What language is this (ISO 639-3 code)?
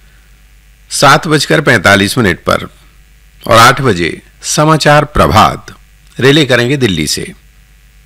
hin